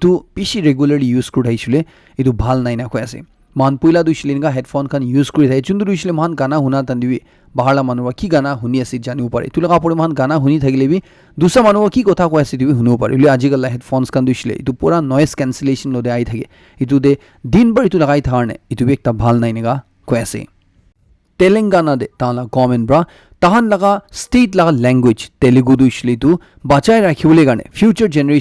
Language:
Naga Pidgin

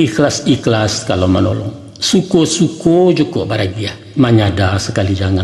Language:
Minangkabau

